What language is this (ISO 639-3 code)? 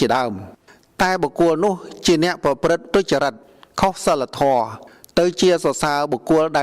khm